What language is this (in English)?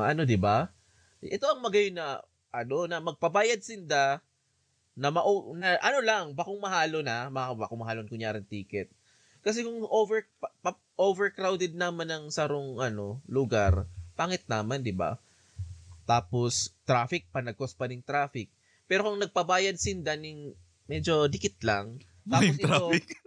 Bikol